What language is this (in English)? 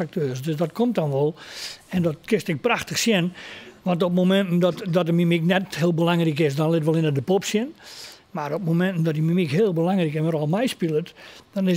Western Frisian